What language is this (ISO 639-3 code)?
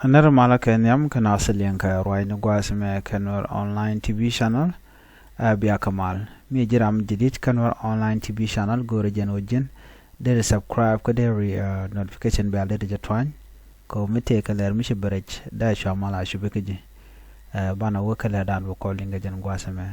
nus